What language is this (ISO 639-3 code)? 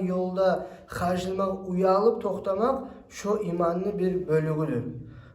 kum